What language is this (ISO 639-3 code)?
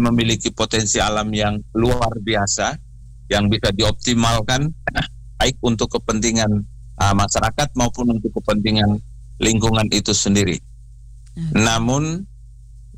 ind